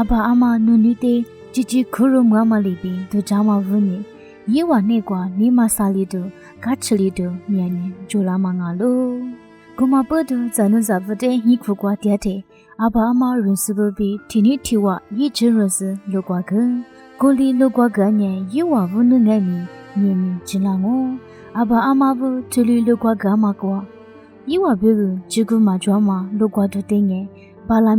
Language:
Lisu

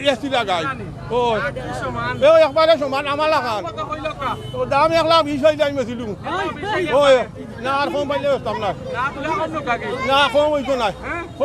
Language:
Sylheti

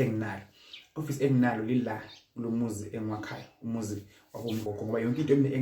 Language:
Zulu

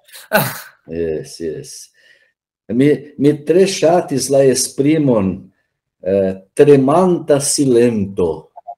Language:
Esperanto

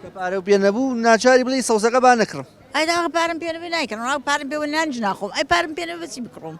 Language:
Central Kurdish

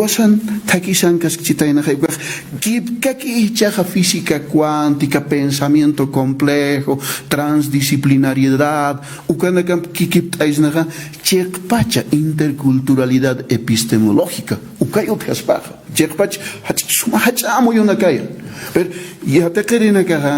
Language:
Aymara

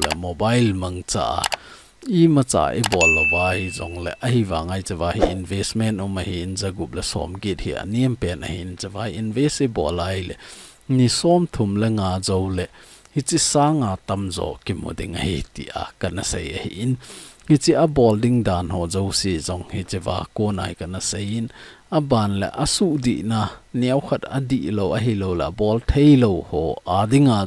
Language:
Thado Chin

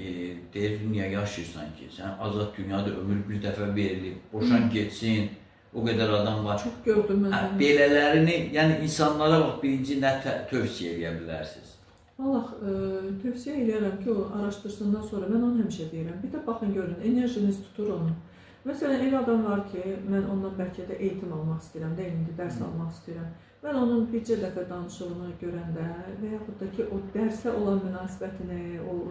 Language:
Azerbaijani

